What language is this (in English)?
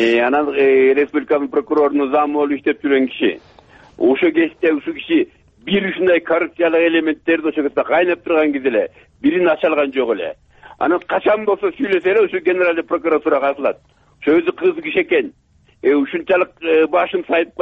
Kyrgyz